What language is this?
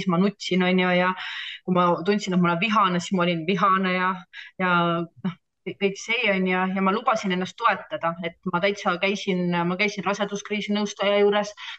Estonian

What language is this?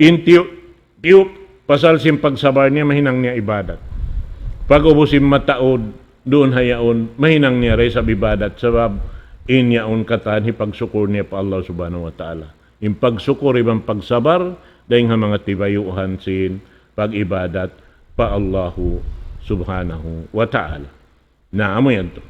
Tausug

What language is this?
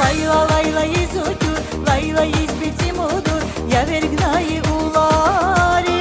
Tabassaran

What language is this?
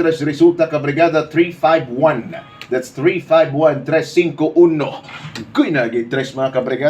Hiligaynon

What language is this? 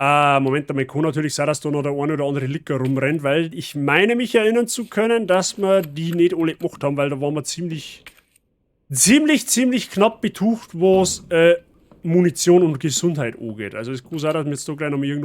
Bavarian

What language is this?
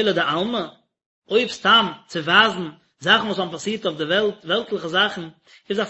Yiddish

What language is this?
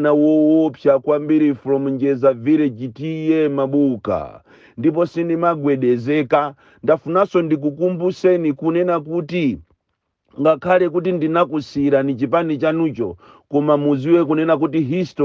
Nyanja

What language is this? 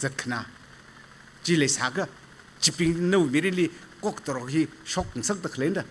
Tangkhul Naga (India)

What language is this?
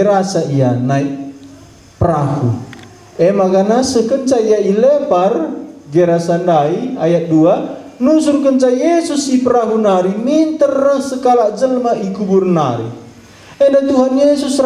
Batak Karo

